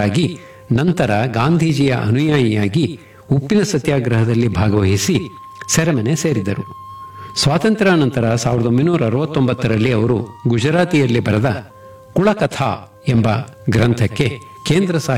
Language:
Kannada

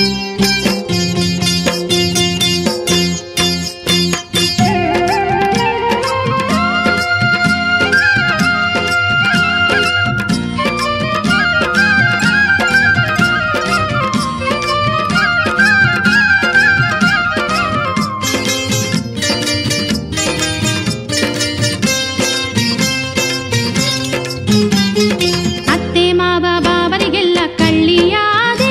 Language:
Kannada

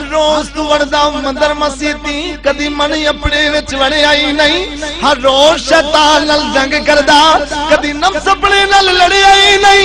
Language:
Saraiki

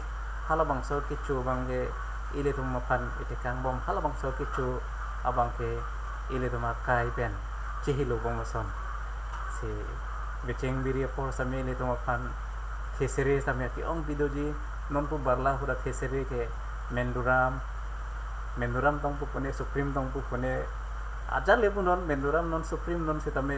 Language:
Karbi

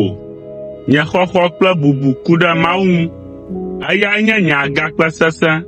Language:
Ewe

